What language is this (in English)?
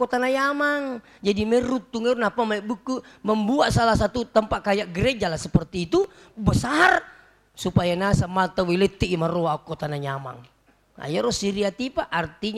Buginese